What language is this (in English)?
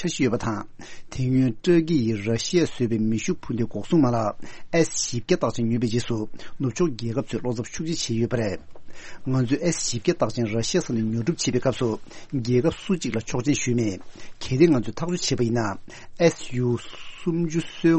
Tibetan